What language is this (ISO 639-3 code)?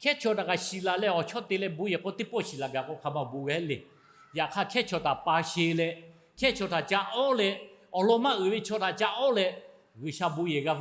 lhu